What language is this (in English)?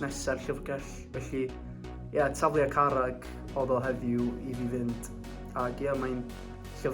Welsh